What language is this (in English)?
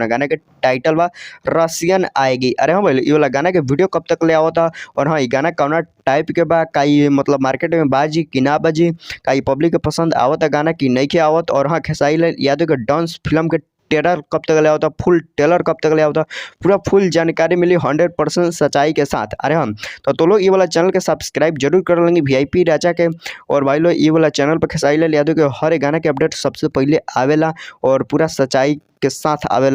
Bhojpuri